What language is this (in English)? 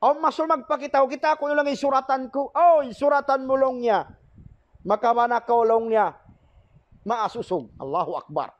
Tausug